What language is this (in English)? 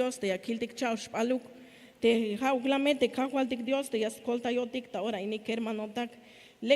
Tzeltal